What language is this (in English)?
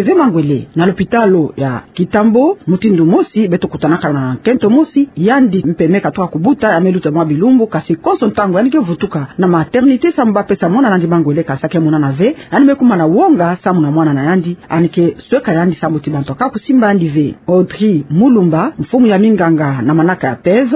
Kituba (Democratic Republic of Congo)